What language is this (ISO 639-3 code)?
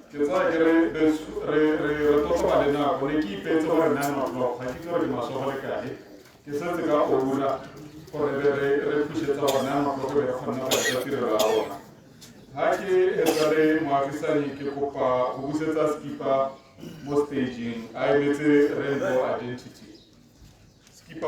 tsn